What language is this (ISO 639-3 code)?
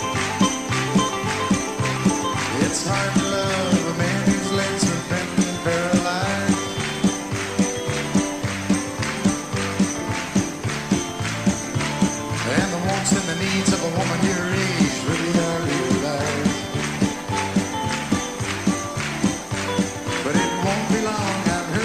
eng